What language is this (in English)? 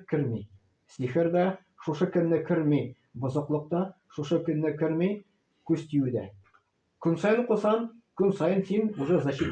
Tatar